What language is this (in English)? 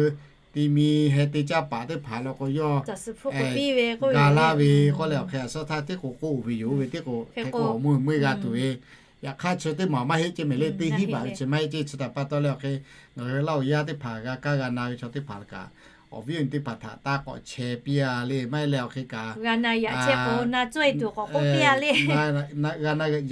Lahu